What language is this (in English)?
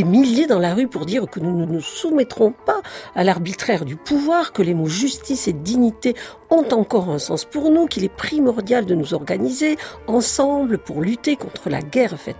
French